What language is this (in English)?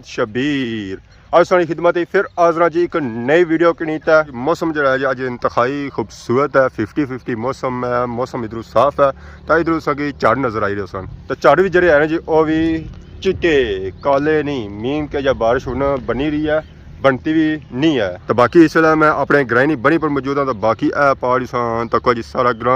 Pahari-Potwari